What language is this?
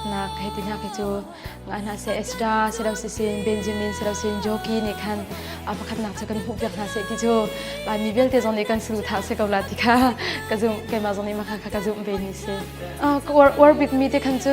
Hakha Chin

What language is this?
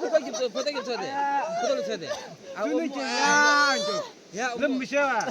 Yimchungru Naga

